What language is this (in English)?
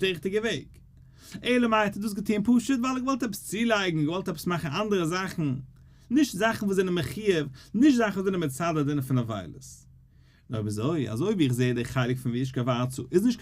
Yiddish